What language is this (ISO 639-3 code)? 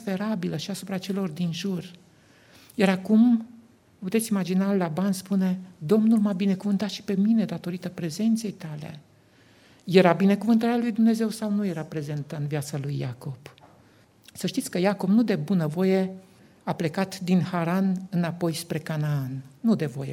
ron